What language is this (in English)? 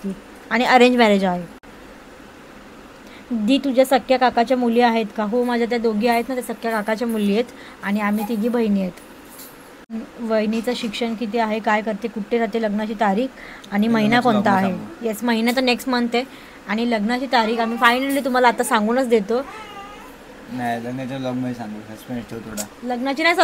Marathi